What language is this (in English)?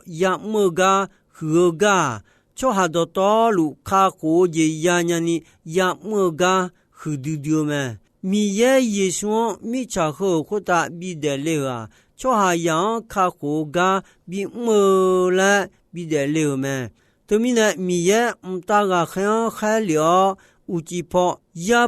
Akha